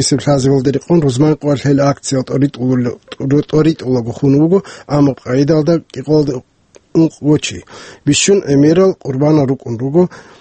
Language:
Avaric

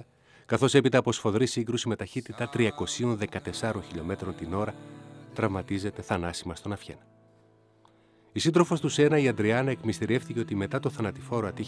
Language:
Greek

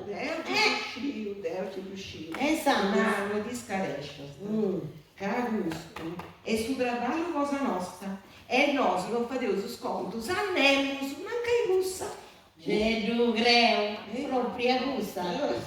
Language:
Sardinian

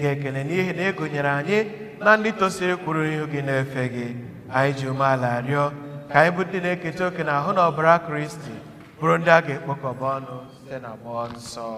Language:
Igbo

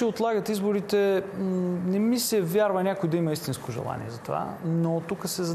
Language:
Bulgarian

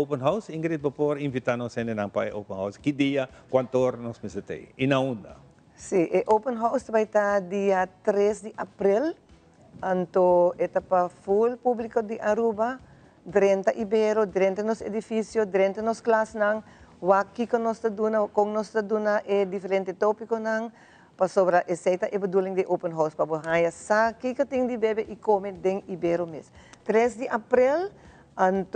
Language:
Papiamento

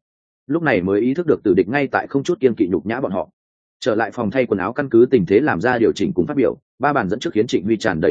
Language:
Vietnamese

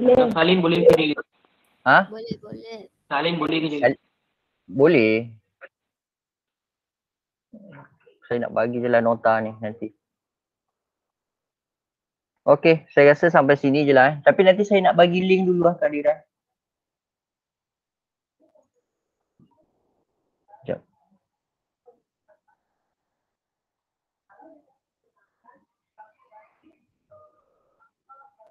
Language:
Malay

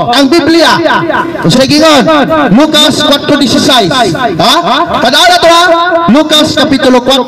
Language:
Cebuano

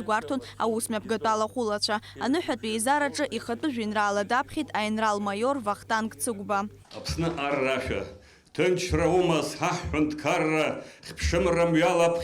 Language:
Abkhazian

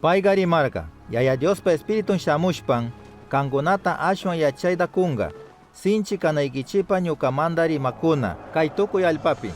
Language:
Chimborazo Highland Quichua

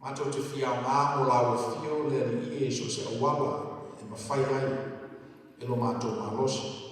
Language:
Samoan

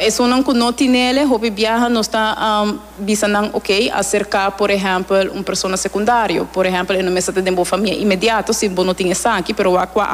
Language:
Papiamento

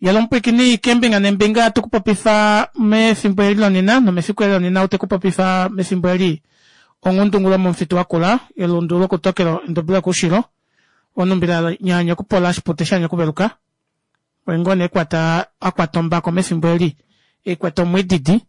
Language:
Kuanyama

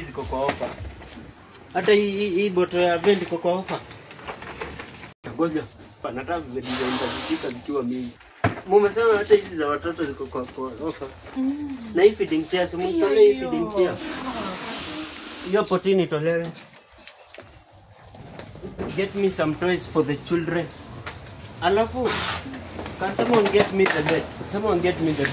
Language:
Swahili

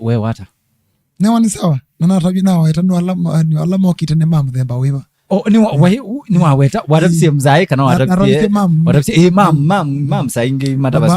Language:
Kamba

